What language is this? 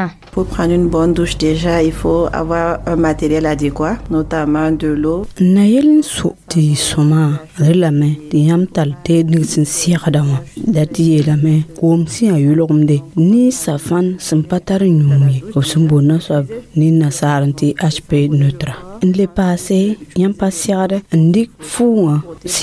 Mossi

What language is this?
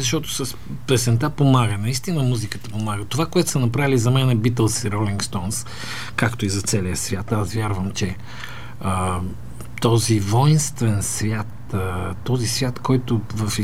Bulgarian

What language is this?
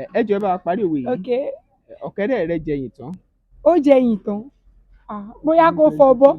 Yoruba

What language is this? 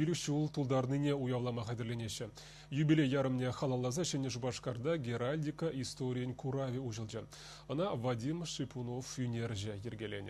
Chuvash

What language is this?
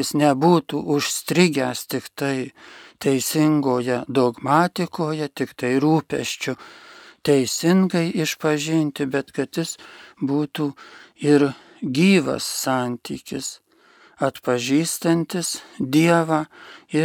Lithuanian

